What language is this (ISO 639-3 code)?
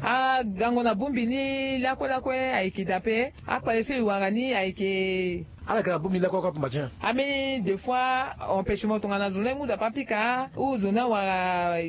sag